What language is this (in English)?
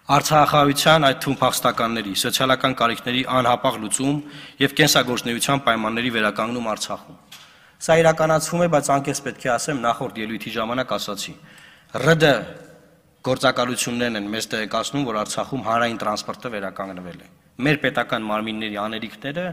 Armenian